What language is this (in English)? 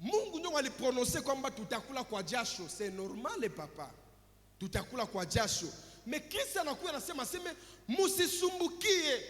Swahili